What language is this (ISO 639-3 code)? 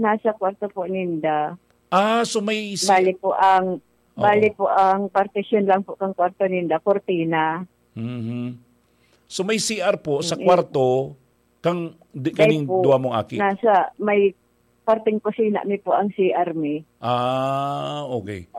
bik